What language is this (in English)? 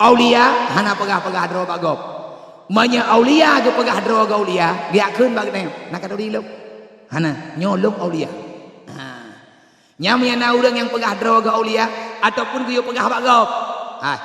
Achinese